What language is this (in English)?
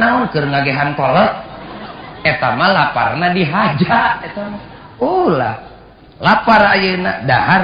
Sundanese